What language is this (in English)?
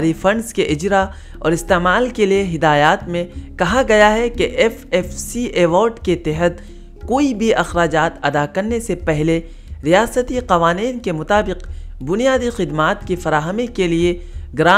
Urdu